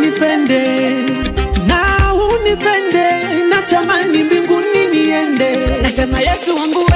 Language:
Swahili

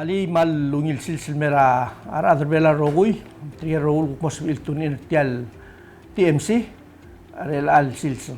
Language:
Palauan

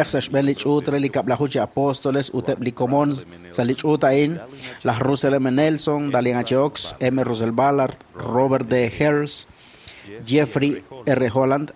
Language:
Kekchí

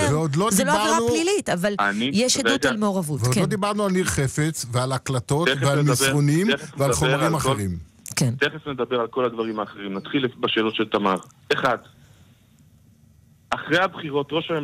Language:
Hebrew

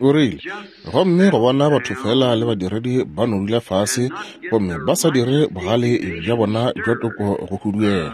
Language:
Northern Sotho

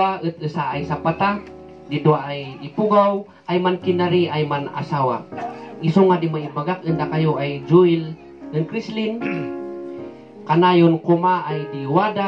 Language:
Kankanaey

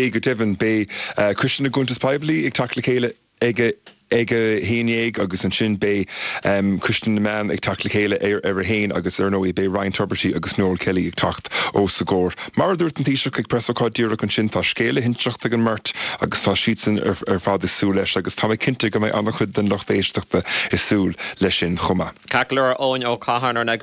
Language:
Irish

